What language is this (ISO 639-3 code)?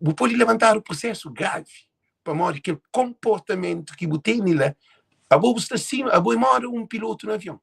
kea